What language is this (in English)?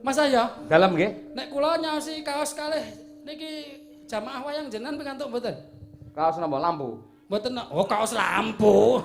Javanese